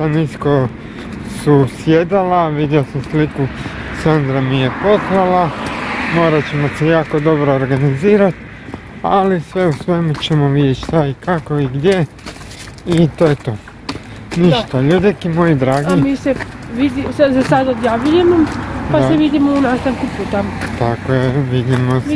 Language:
Croatian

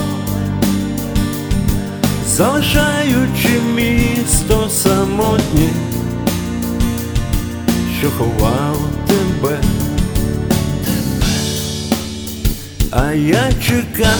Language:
Ukrainian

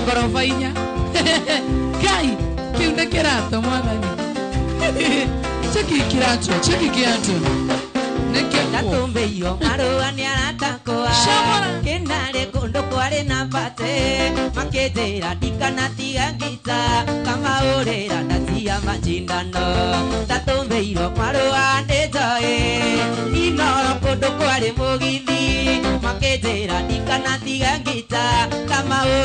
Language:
Kikuyu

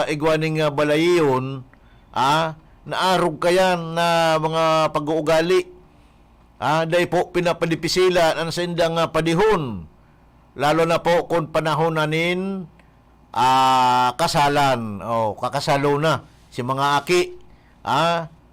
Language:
Bikol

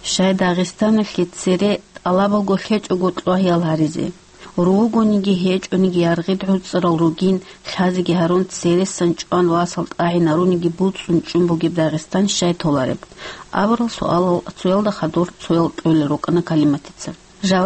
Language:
Avaric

